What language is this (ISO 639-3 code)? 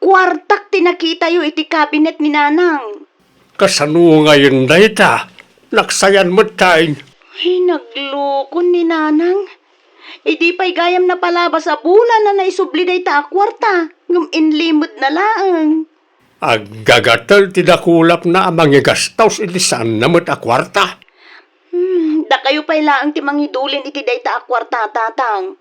ilo